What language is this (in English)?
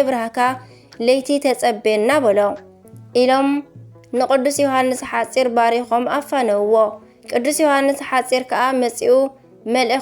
Tigrinya